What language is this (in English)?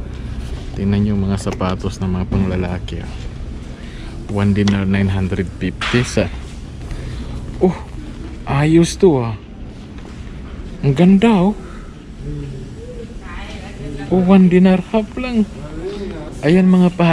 Filipino